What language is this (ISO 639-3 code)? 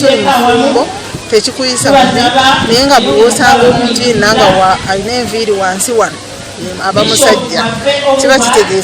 lug